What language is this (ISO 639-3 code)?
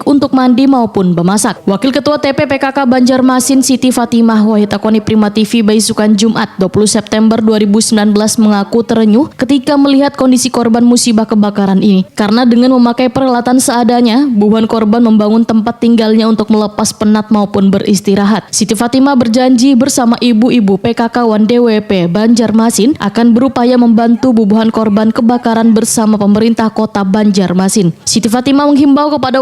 bjn